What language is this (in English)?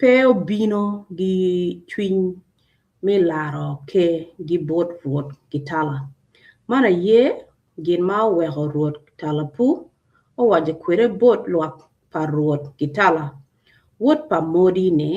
Acoli